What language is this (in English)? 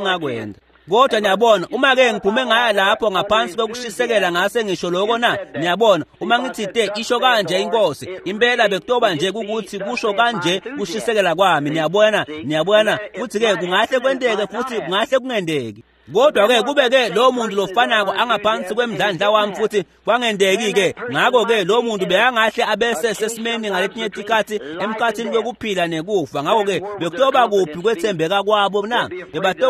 Swati